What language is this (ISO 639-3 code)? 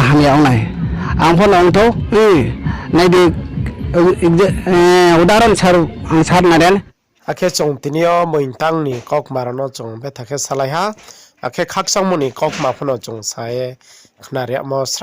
ria